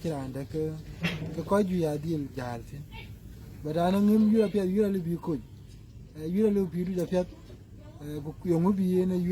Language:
Dinka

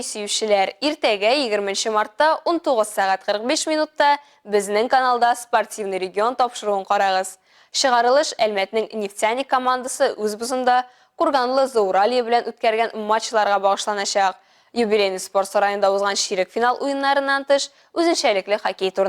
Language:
Tatar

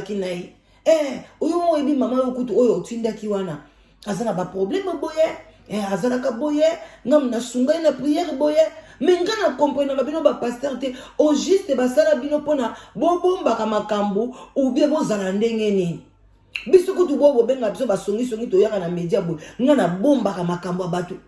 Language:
Lingala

